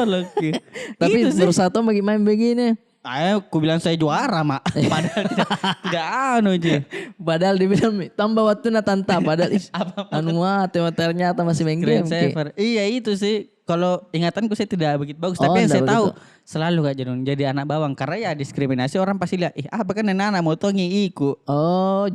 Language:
Makassar Malay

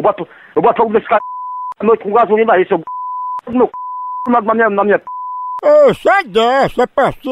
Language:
Portuguese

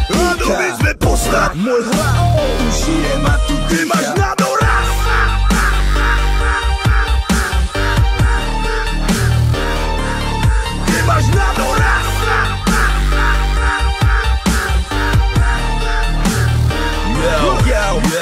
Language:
Slovak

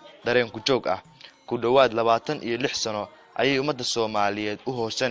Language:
Somali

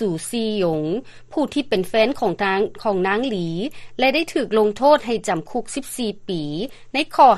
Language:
Lao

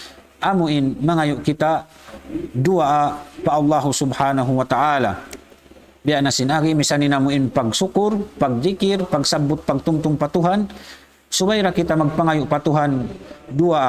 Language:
Tausug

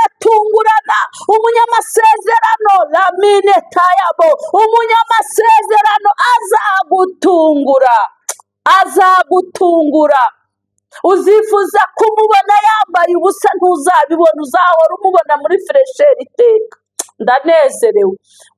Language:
Kinyarwanda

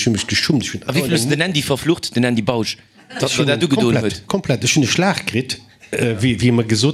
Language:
Luxembourgish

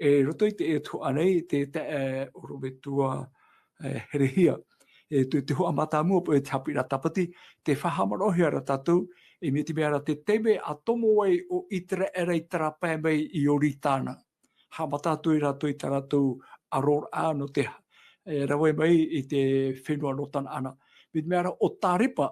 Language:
Tahitian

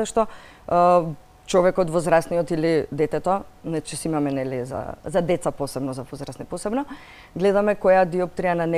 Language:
Macedonian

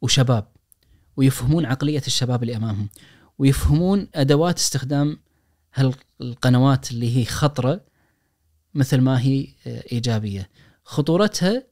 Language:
Najdi Arabic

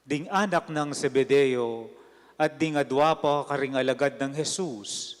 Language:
Pampanga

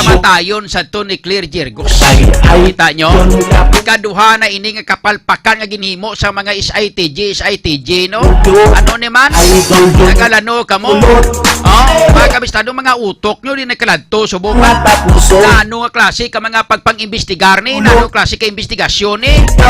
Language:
Hiligaynon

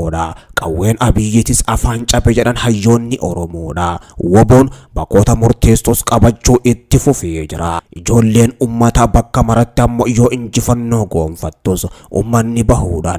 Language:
Oromo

